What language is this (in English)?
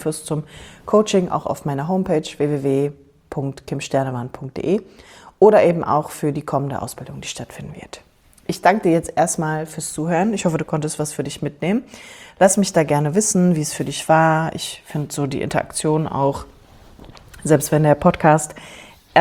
German